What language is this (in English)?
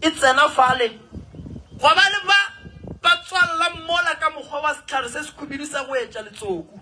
Northern Sotho